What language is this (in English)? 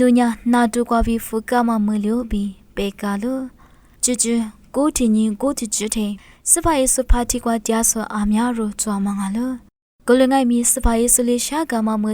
Lisu